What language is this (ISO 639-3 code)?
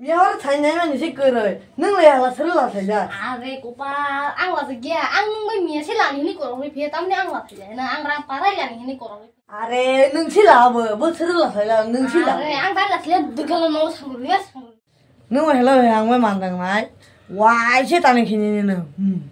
trp